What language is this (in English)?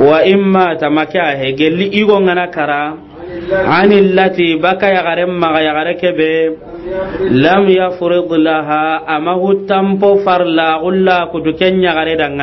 Soninke